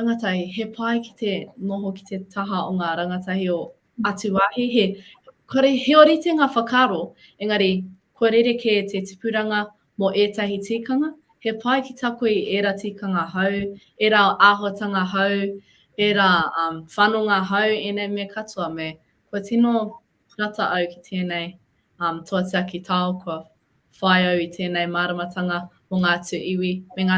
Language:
Māori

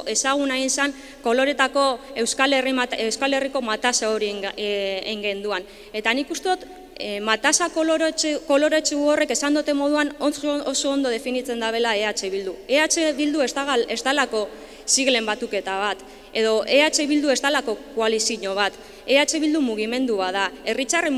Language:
Basque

